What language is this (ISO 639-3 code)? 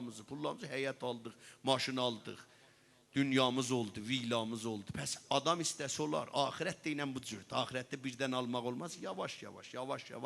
azb